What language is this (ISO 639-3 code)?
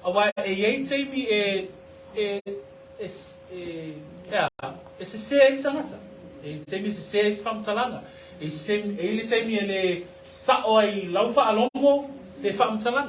smo